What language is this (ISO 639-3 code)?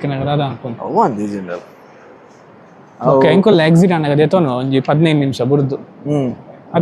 tcy